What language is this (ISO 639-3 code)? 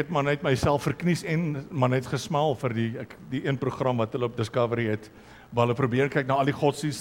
afr